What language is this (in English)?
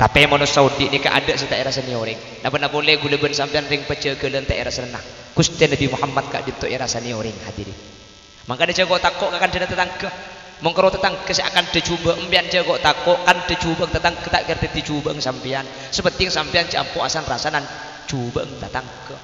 Madurese